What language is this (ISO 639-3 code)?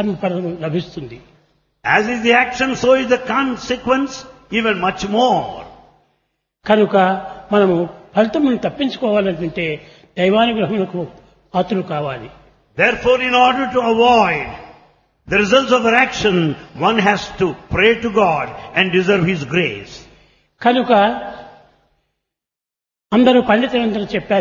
tel